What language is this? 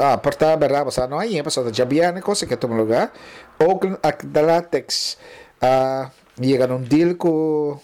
Papiamento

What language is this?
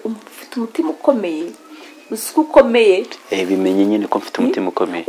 Kinyarwanda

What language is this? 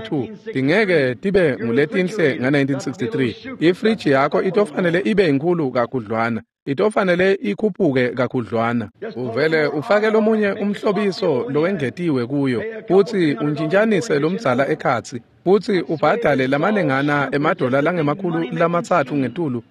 Swati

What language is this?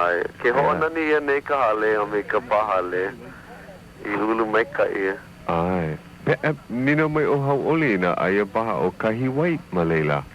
Hawaiian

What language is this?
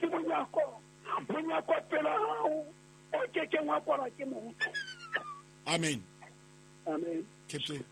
Southern Sotho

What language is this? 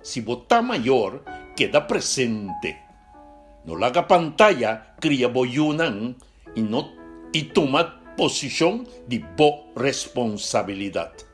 Papiamento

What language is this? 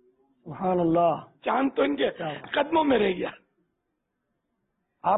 Urdu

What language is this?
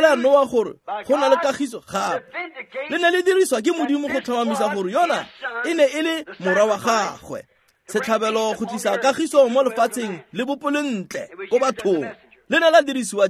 Tswana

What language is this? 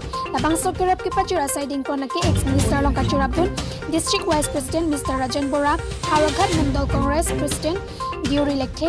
Karbi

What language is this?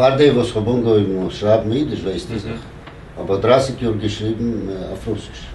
Yiddish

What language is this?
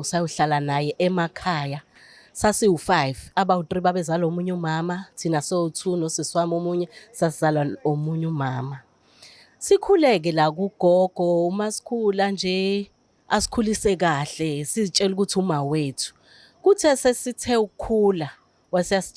Zulu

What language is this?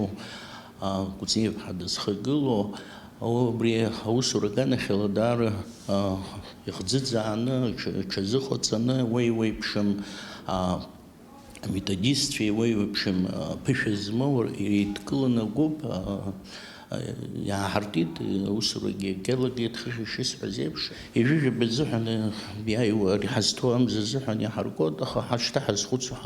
Abkhazian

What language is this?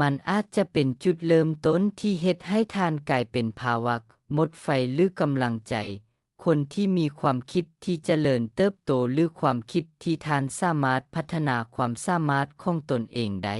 Lao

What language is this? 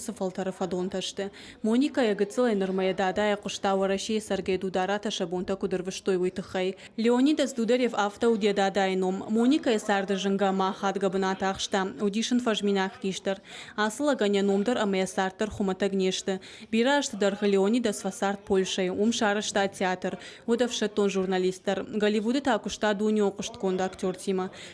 Ossetic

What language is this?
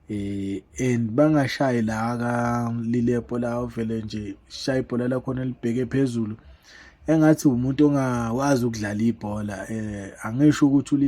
Zulu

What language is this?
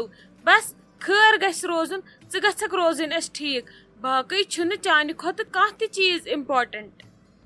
Kashmiri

